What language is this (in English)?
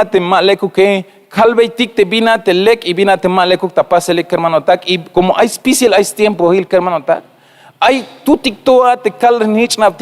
Tzeltal